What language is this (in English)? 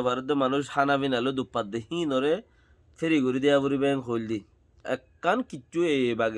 Rohingya